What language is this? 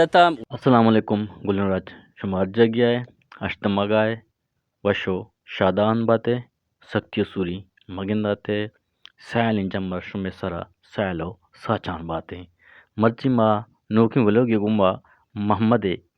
Eastern Balochi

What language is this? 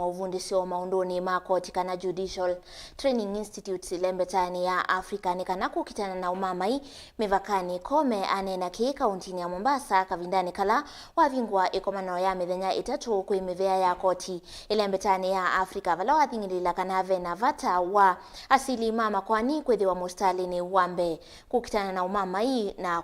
Kamba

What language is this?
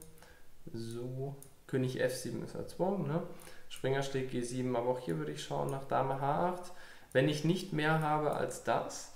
German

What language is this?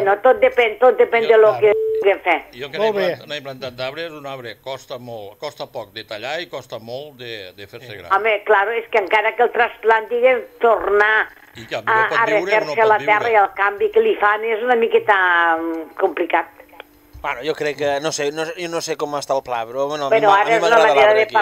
Catalan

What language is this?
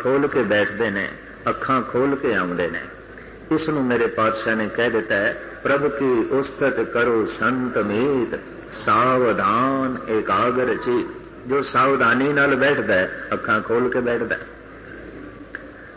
Punjabi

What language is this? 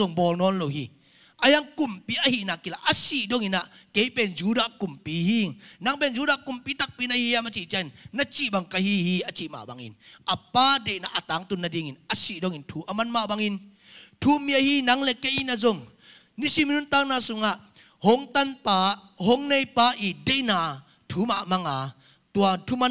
Tedim Chin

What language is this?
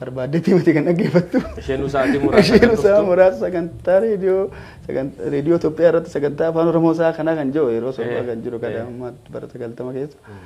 Oromo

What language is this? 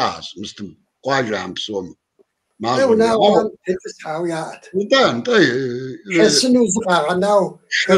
Kabardian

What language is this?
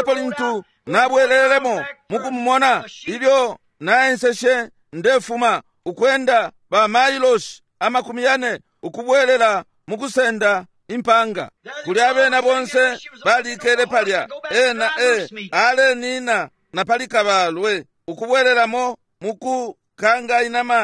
Bemba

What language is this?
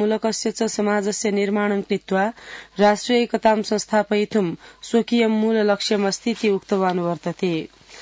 Sanskrit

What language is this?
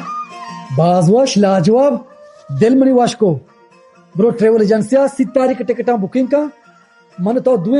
Baluchi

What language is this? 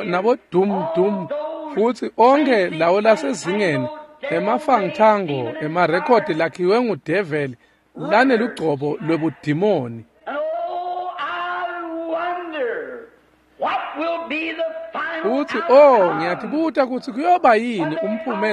Swati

